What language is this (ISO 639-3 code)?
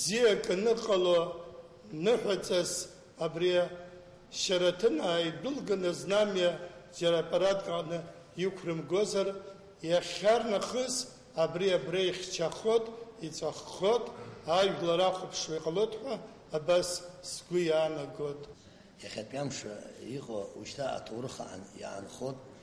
abk